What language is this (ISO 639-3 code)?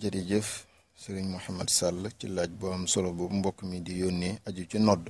wol